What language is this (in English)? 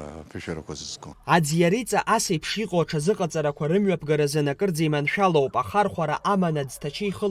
Abkhazian